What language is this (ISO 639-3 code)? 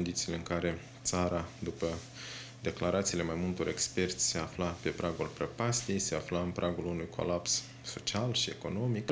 ron